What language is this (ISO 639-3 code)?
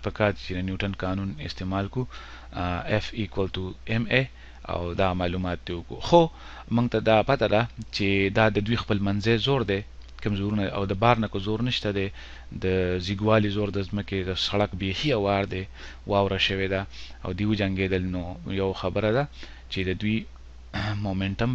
pus